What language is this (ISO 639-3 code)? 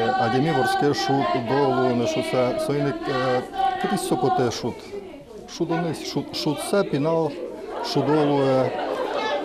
udm